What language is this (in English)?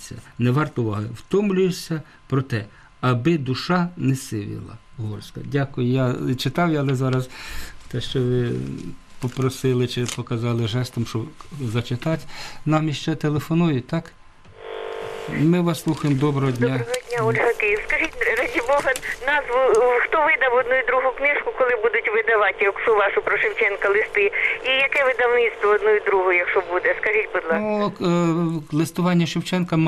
Ukrainian